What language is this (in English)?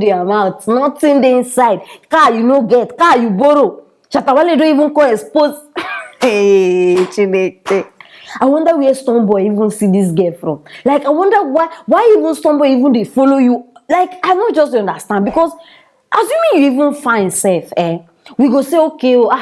Nigerian Pidgin